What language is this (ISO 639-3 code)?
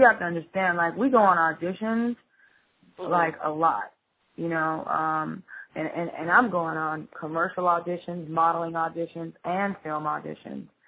eng